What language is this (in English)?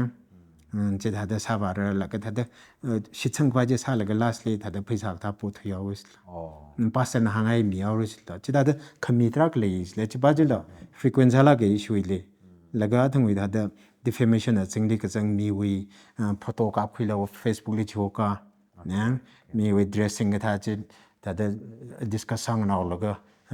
Tangkhul Naga (India)